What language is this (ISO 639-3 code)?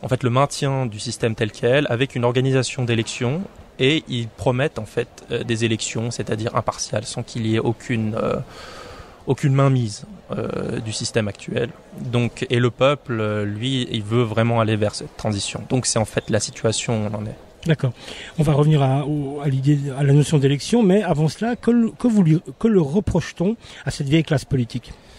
fra